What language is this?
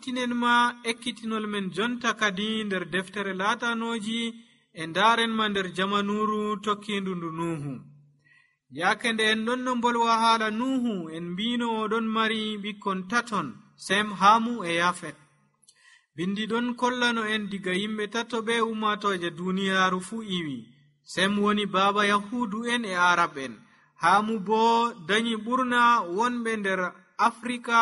Nigerian Fulfulde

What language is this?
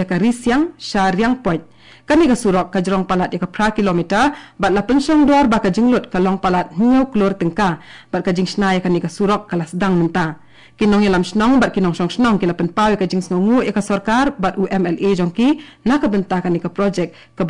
Khasi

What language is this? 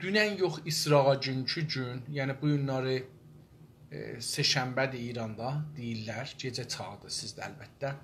South Azerbaijani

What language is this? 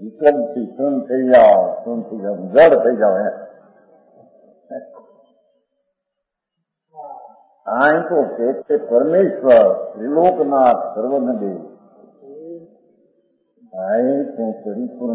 Gujarati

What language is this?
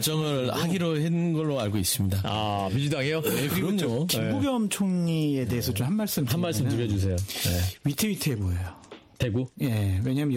Korean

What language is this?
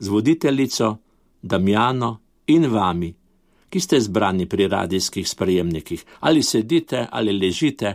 Slovenian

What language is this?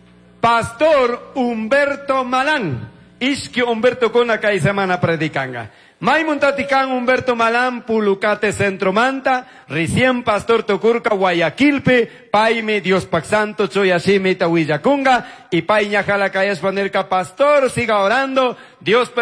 Chimborazo Highland Quichua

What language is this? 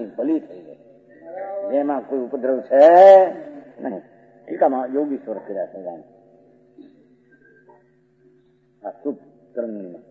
Gujarati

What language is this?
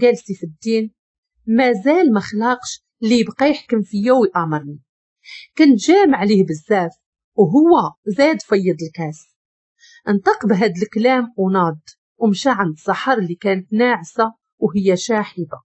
Moroccan Arabic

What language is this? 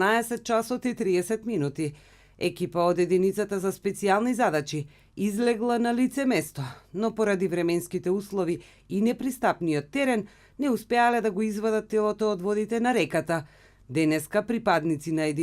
Macedonian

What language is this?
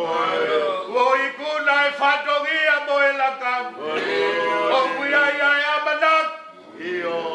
Tongan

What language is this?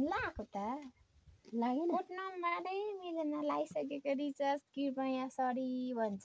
Nepali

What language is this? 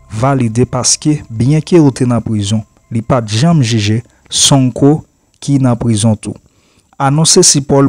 Haitian Creole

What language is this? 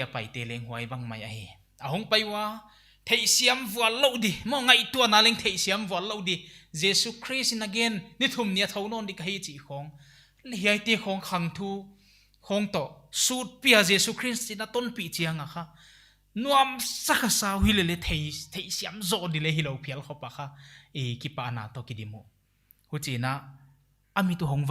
Paite Chin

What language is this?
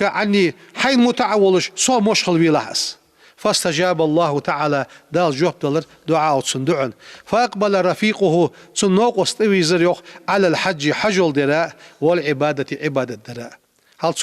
Ingush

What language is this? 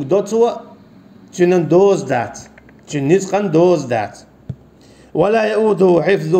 Chechen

